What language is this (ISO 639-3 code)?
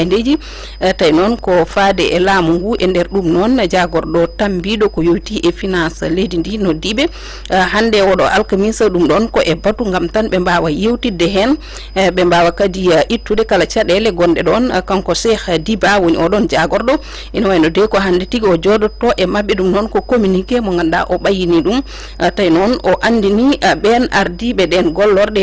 ful